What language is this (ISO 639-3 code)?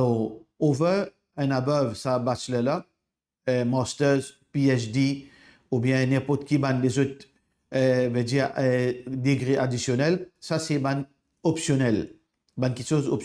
mfe